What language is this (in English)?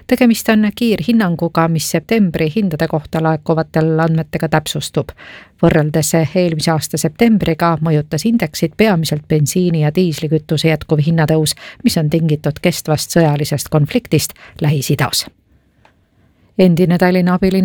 Estonian